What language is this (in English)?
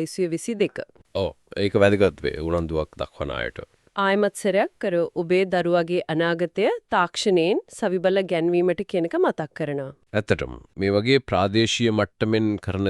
Sinhala